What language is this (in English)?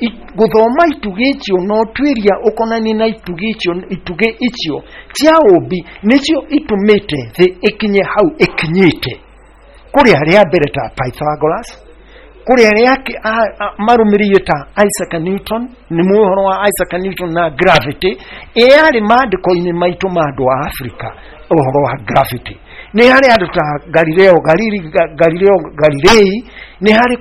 Kikuyu